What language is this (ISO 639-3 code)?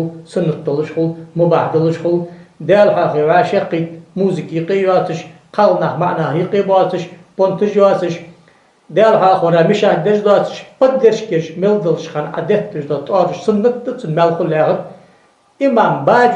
inh